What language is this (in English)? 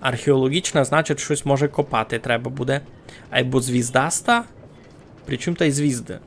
Rusyn